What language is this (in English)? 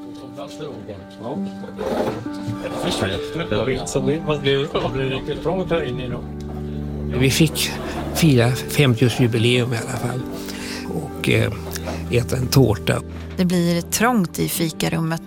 Swedish